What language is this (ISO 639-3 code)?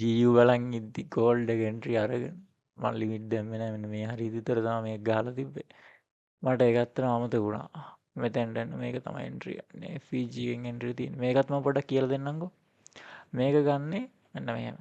sin